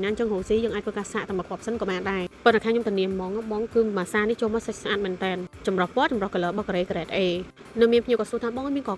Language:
Khmer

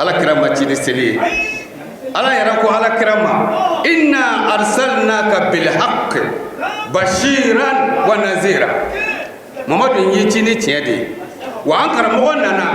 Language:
Bambara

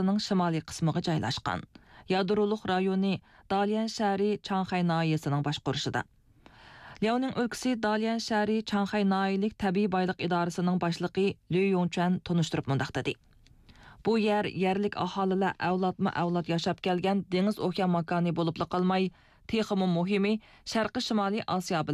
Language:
Uyghur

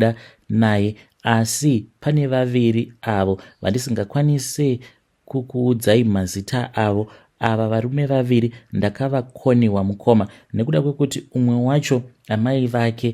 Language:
Shona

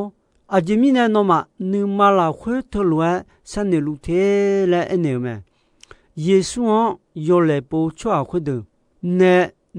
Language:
Akha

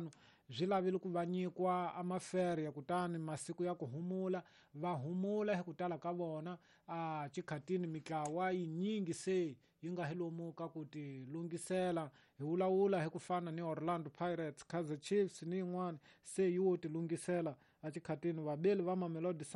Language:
Tsonga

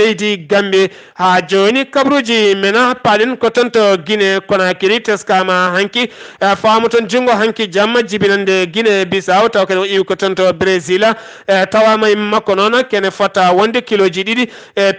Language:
Fula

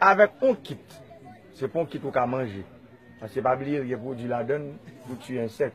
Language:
Haitian Creole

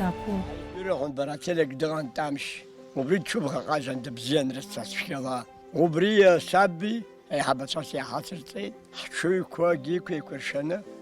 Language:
Abkhazian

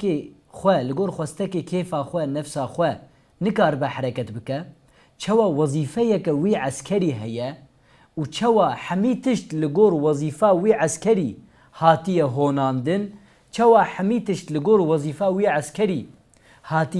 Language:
Kurdish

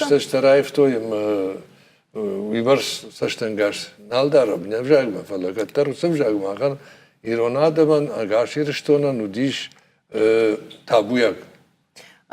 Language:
Ossetic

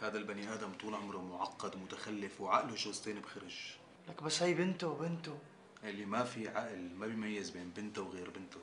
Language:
North Levantine Arabic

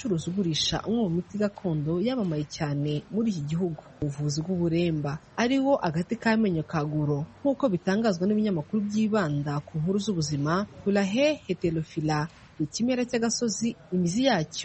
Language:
Kinyarwanda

